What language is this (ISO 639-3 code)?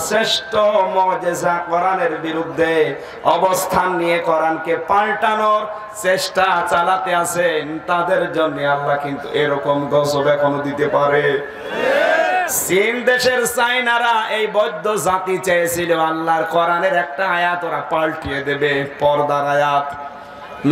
ben